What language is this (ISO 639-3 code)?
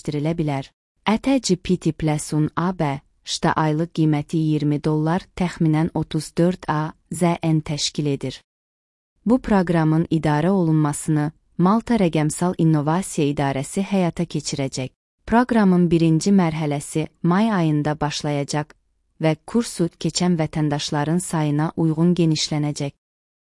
aze